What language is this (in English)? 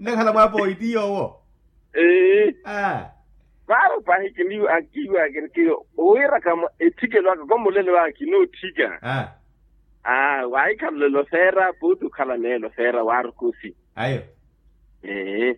Makhuwa